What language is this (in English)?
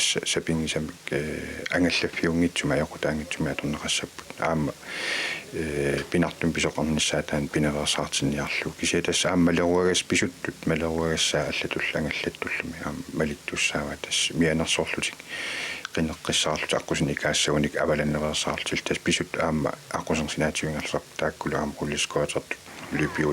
Kalaallisut